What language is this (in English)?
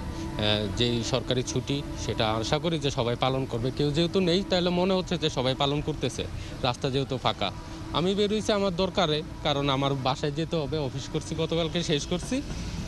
Bangla